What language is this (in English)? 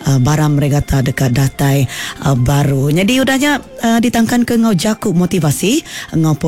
Iban